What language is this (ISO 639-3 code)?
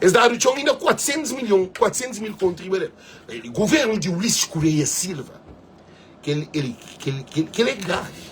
kea